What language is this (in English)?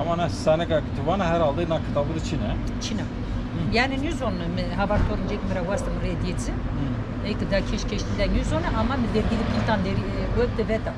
Zaza